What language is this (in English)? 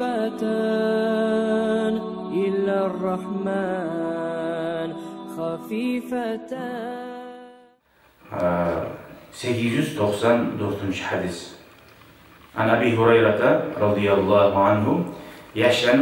Kumyk